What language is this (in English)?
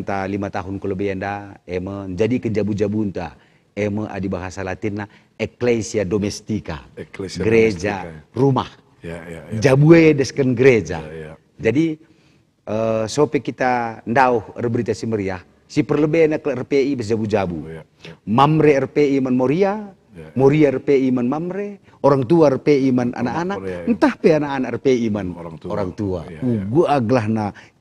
Batak Karo